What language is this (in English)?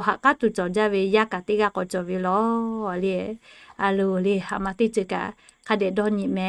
Lahu